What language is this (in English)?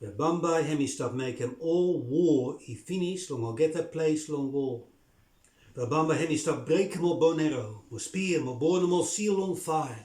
Bislama